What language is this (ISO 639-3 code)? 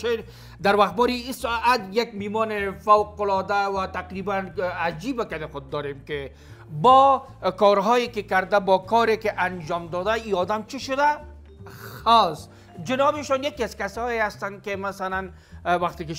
fas